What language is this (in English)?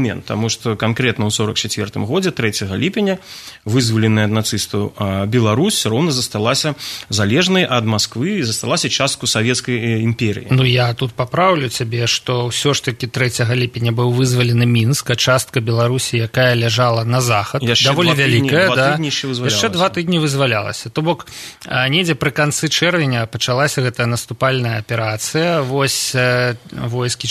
Belarusian